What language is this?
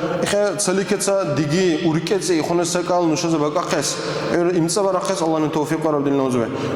Dargwa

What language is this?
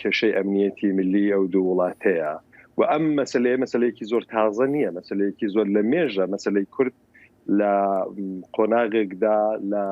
Central Kurdish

